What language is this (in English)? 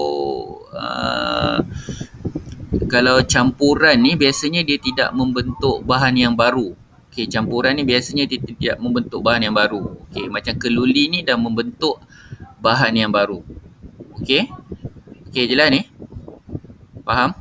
Malay